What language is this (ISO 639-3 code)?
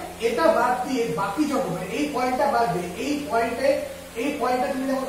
ben